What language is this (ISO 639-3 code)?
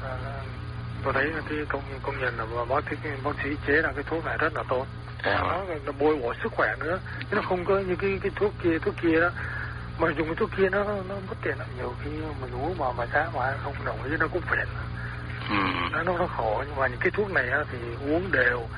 vie